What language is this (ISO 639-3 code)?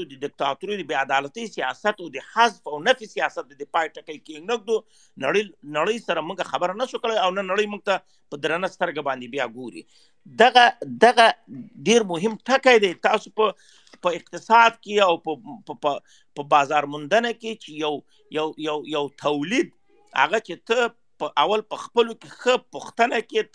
pus